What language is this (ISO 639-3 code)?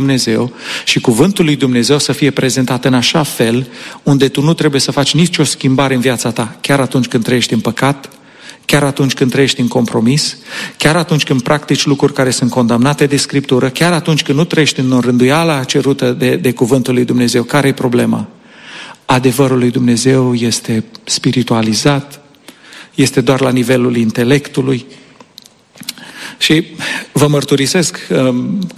ron